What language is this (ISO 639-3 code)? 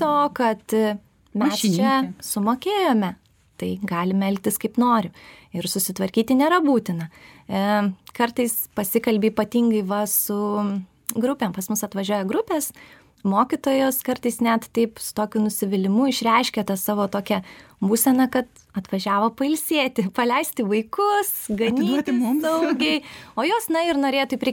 lit